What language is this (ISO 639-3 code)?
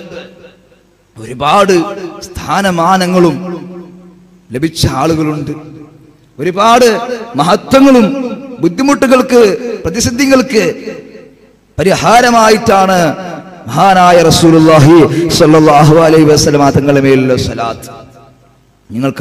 mal